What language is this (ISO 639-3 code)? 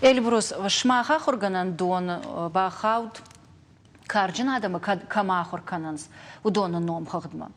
oss